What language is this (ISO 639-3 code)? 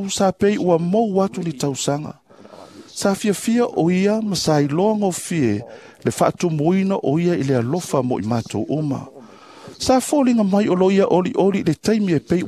smo